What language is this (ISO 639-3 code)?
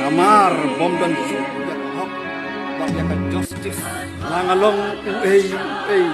kha